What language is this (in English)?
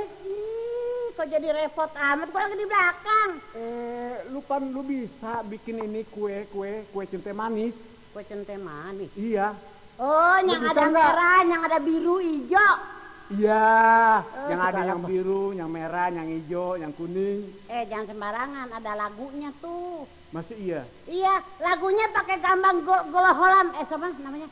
Betawi